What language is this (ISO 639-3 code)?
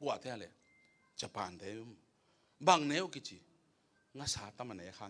ctd